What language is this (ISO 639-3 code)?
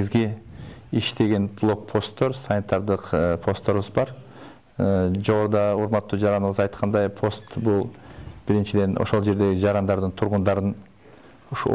kir